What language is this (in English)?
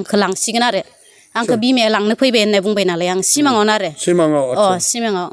Bodo